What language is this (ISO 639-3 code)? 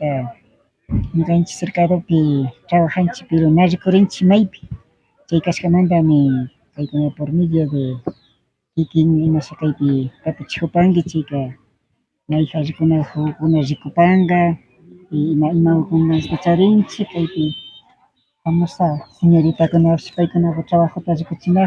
qvi